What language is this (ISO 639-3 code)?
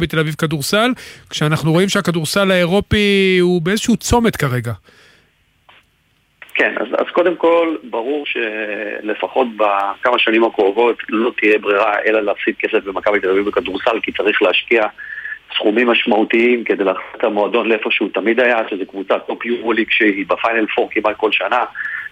heb